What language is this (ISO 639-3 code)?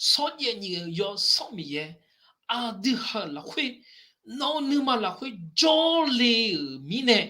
ahk